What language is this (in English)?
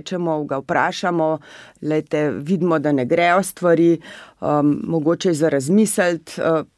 Slovenian